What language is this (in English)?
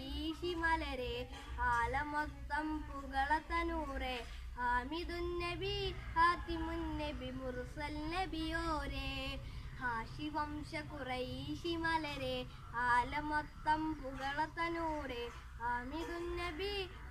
Malayalam